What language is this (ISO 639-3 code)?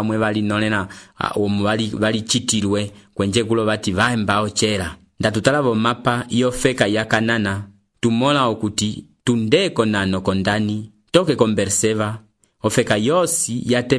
umb